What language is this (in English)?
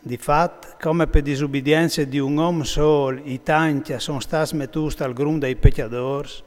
Friulian